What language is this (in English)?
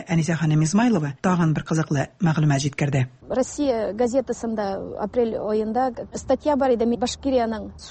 Tatar